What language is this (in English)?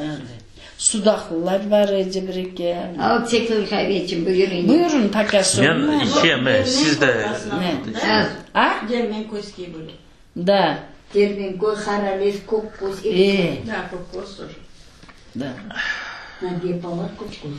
Crimean Tatar